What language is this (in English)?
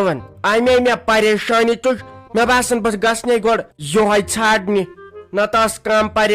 Kashmiri